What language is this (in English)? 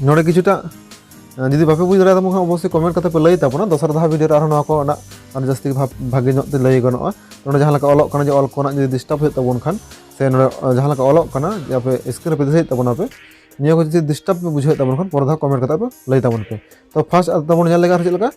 Santali